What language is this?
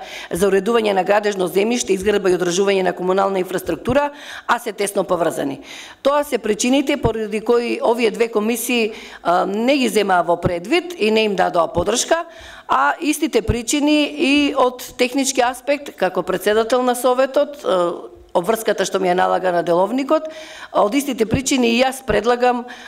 Macedonian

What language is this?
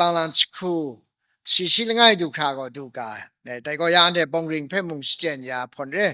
Kachin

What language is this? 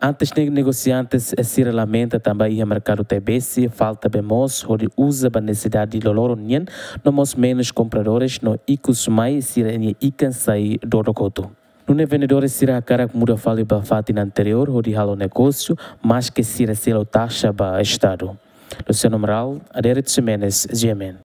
Tetum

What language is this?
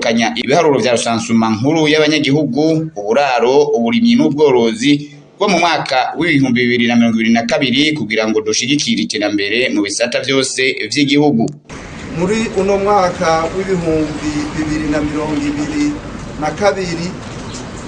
Rundi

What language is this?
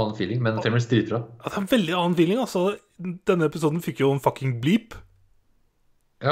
Norwegian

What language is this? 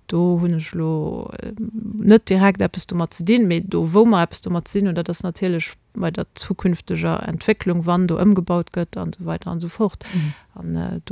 Luxembourgish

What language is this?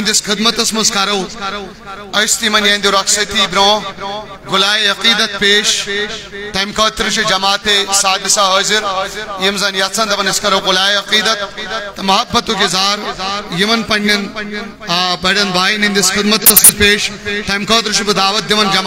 Kashmiri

